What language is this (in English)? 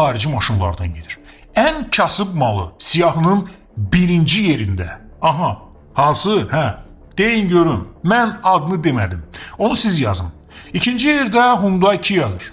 Azerbaijani